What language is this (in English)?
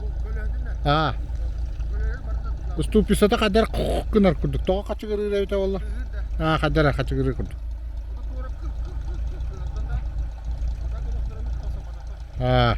Yakut